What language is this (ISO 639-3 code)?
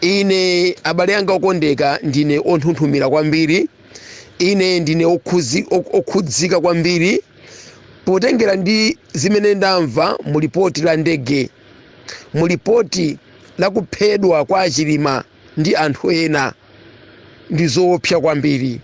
nya